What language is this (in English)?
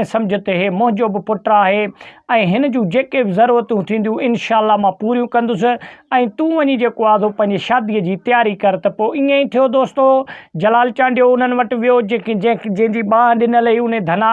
Sindhi